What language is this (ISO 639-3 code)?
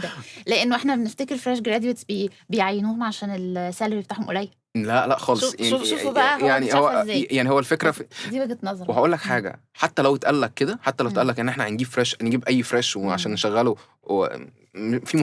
arz